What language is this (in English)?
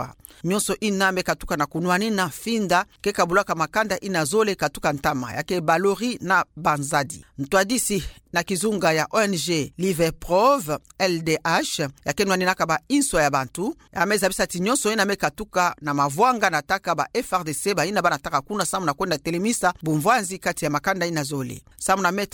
Kituba (Democratic Republic of Congo)